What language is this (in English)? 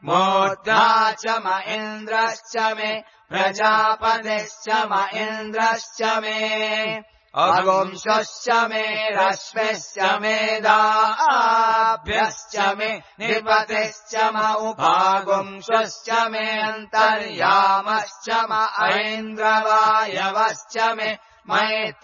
Sanskrit